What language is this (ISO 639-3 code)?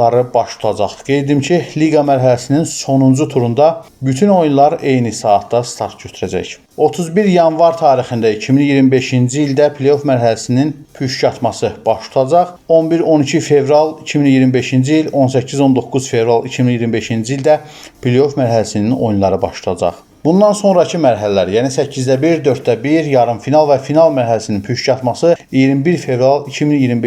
aze